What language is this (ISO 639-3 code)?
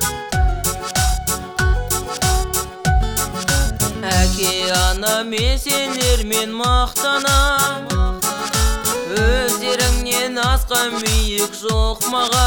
kaz